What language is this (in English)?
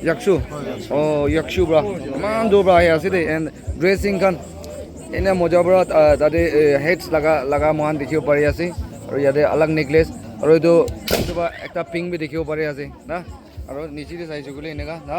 Naga Pidgin